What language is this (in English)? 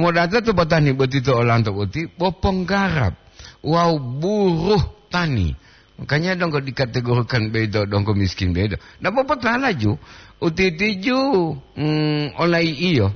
Gorontalo